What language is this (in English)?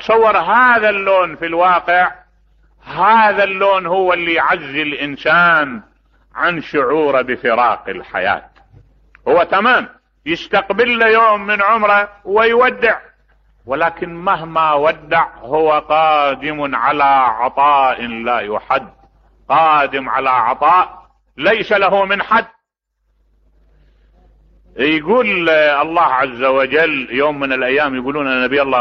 Mesopotamian Arabic